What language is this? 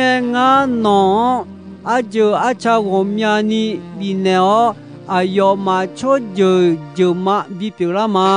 Akha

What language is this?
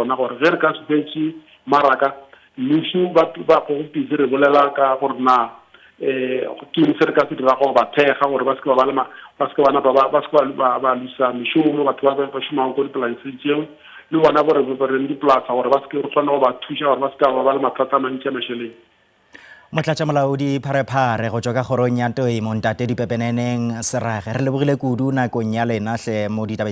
Northern Sotho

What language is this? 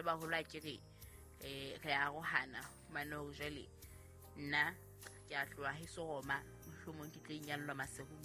Southern Sotho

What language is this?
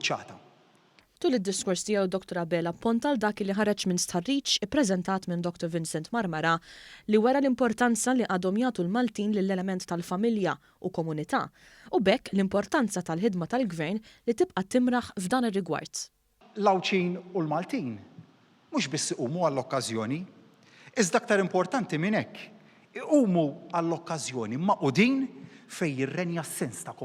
Maltese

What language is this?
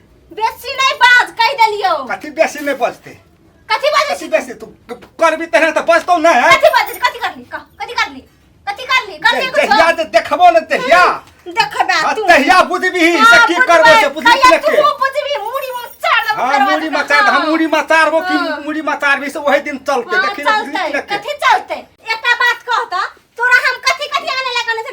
Maithili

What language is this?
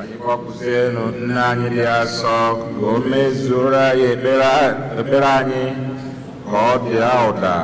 Igbo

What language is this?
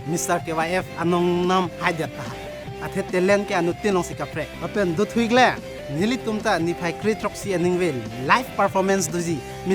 Karbi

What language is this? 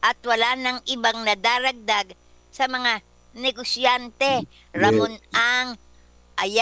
Filipino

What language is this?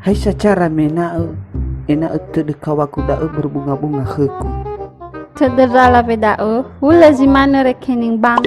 Nias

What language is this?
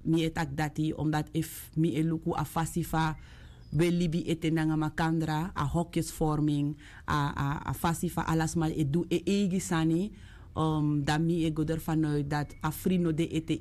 Sranan Tongo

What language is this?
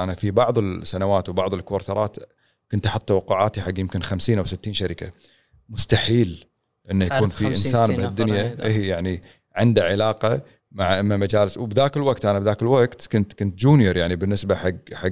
Gulf Arabic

